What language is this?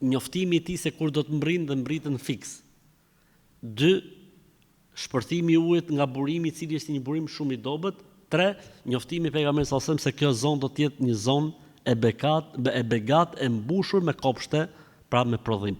Albanian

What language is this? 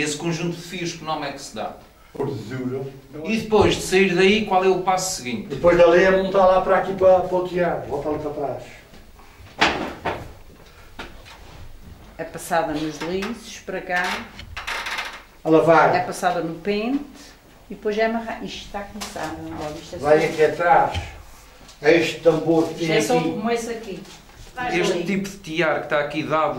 Portuguese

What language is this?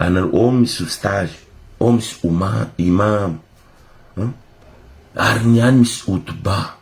Malagasy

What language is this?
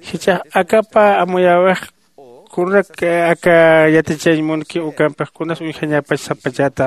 Aymara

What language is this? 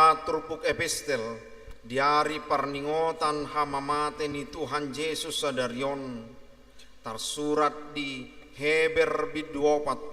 Batak Toba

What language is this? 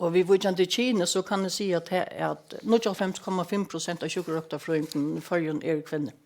Faroese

